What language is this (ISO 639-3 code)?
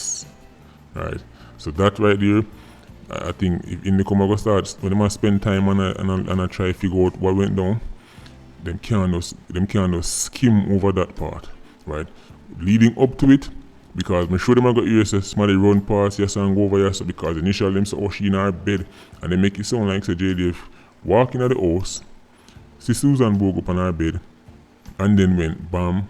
jam